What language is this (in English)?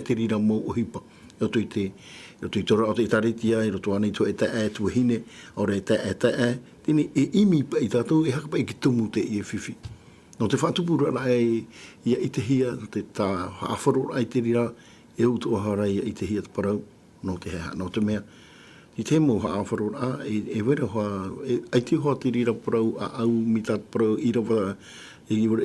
Tahitian